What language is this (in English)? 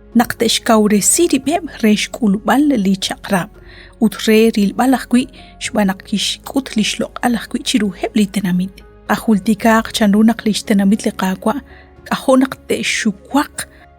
Kekchí